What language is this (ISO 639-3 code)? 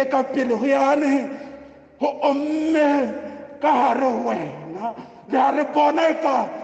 sot